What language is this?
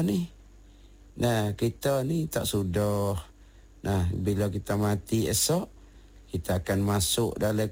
Malay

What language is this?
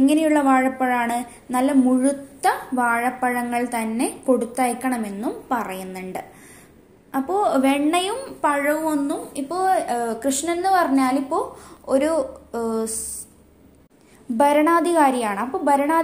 Malayalam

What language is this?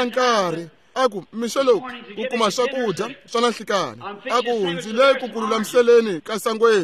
Tsonga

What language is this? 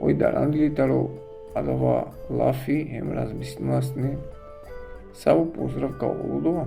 Balkan Romani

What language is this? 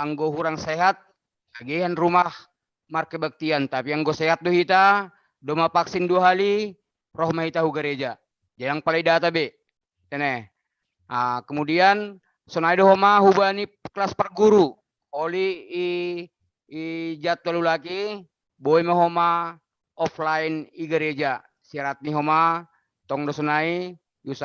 Batak Simalungun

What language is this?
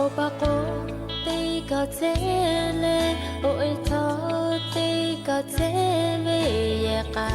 Lahu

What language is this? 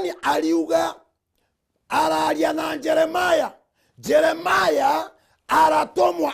Meru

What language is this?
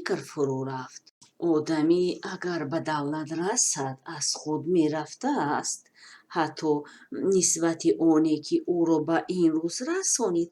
Tajik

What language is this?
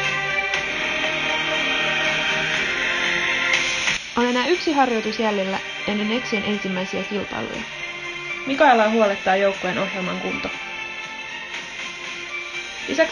Finnish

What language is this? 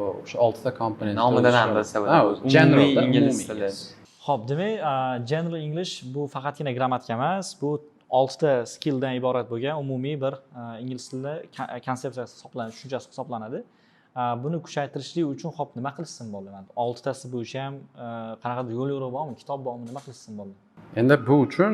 Uzbek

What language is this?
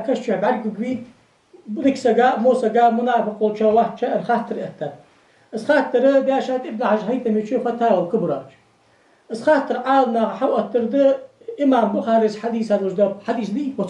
Ingush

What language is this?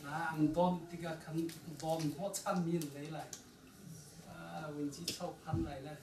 Hakha Chin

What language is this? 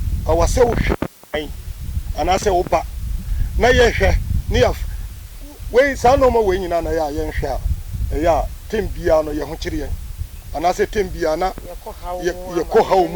Akan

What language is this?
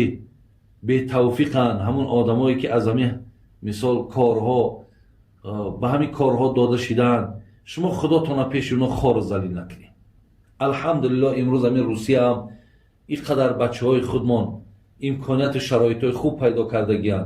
Tajik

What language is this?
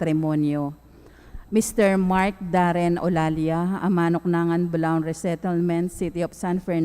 Pampanga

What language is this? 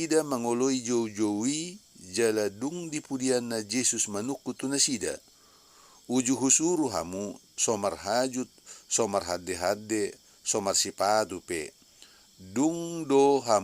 Batak Toba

